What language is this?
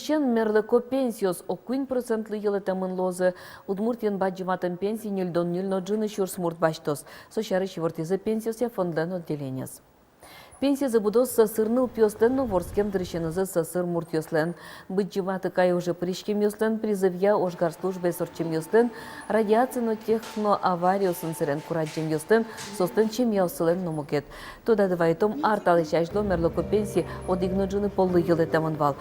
Udmurt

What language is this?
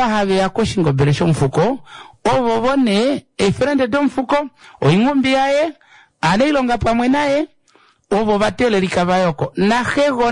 Kuanyama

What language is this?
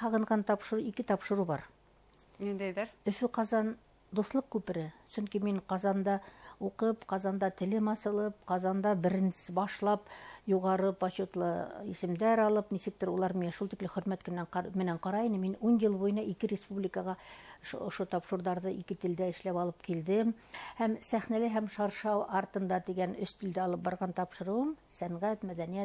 Bashkir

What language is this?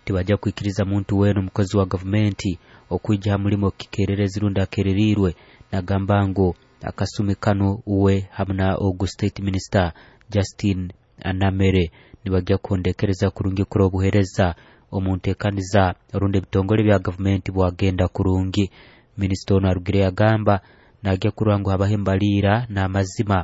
Nyoro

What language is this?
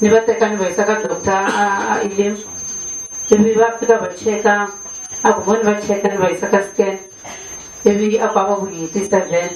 Tsonga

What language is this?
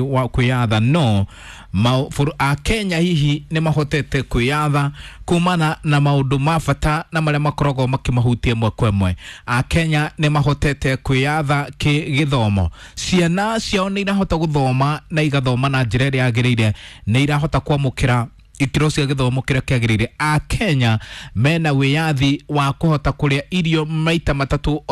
Kikuyu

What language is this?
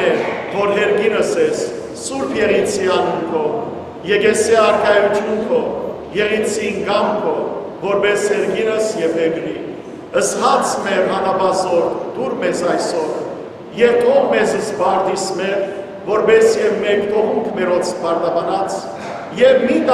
Western Armenian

